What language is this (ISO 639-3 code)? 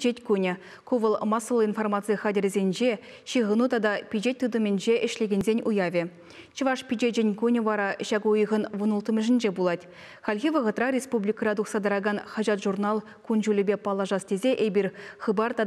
chv